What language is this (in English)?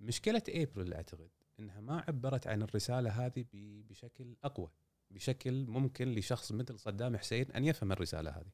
Gulf Arabic